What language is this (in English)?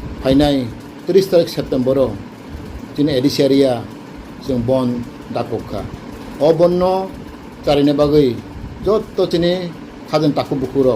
Kok Borok